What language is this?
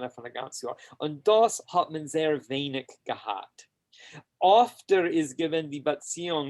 Yiddish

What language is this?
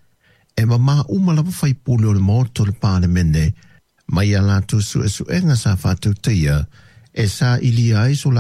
Samoan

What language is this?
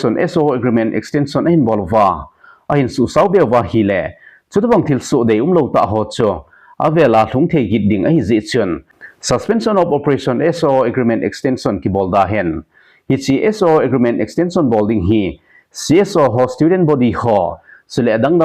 Thado Chin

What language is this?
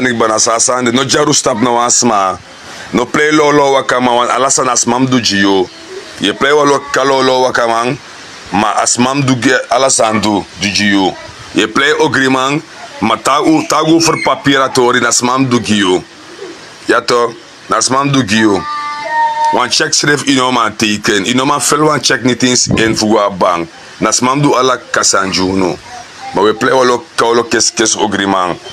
Sranan Tongo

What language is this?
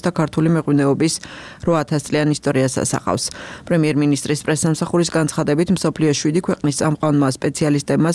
Georgian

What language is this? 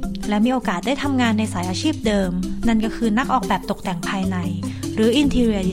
Thai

